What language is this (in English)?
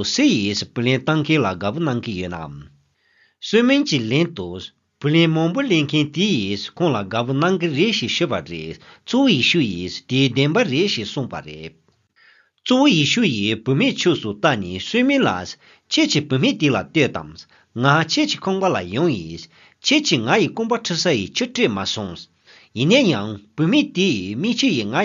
Tibetan